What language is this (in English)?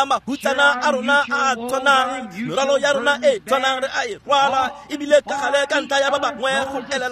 Tswana